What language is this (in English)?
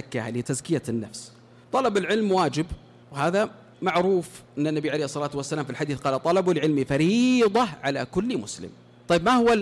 Arabic